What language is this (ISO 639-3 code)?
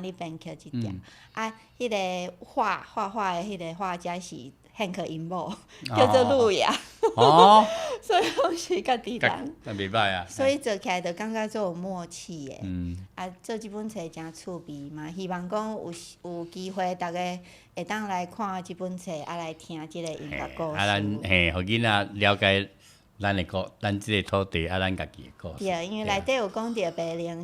nan